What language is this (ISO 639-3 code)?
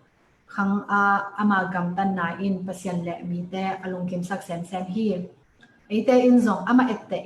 ctd